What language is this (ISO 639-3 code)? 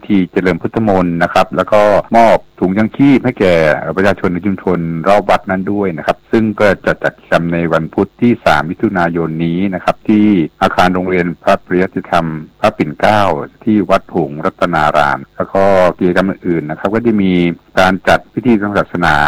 tha